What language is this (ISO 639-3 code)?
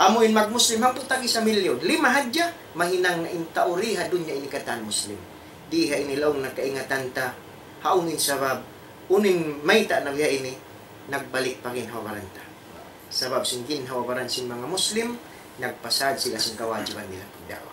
tsg